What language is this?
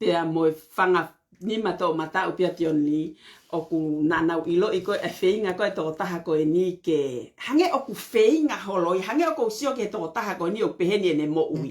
Tongan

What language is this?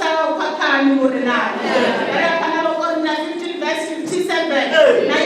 Venda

